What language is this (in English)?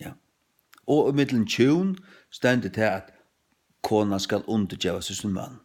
Faroese